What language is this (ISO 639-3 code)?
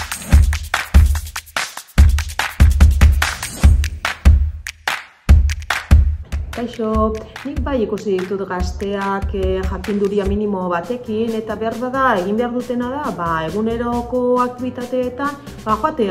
eus